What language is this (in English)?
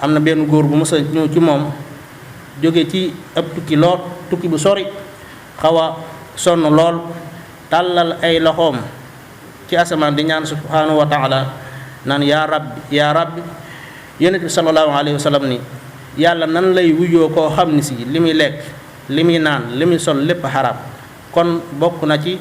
Wolof